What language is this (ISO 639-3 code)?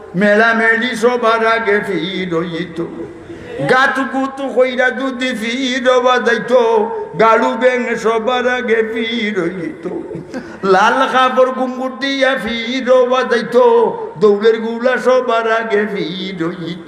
syl